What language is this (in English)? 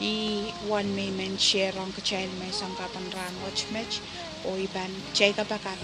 Pohnpeian